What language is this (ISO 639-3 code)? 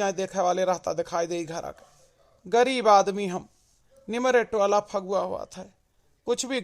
awa